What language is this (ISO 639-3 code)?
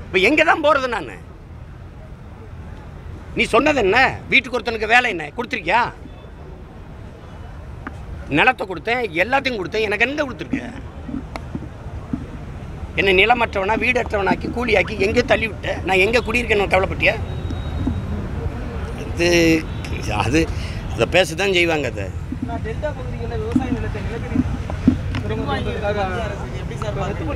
tam